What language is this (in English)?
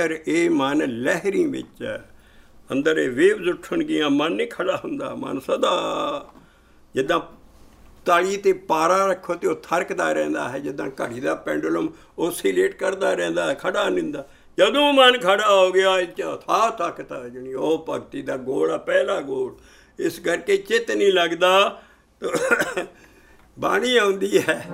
Punjabi